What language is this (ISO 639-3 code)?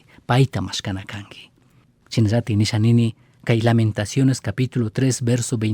qug